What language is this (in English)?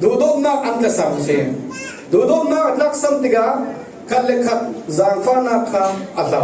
Falam Chin